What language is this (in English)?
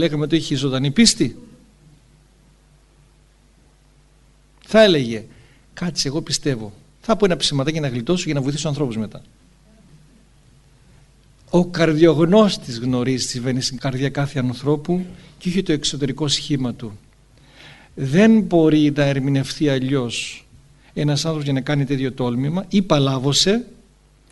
Greek